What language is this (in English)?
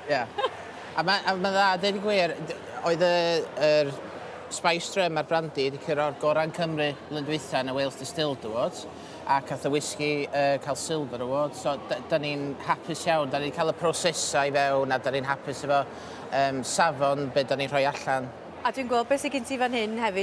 Welsh